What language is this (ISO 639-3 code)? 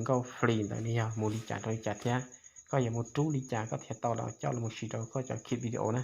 hmn